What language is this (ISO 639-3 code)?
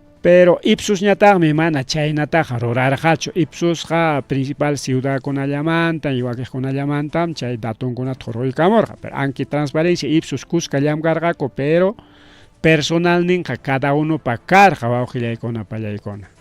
quy